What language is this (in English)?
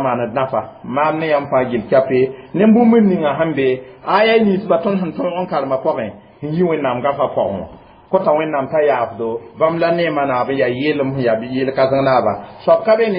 Mossi